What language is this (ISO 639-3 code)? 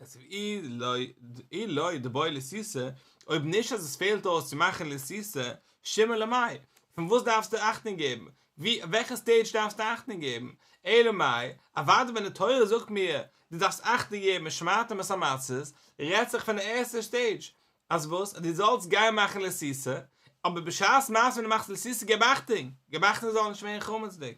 yid